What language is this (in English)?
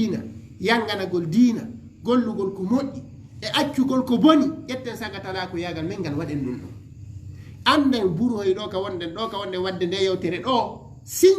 Fula